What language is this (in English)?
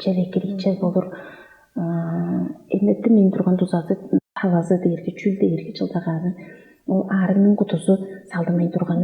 Tuvinian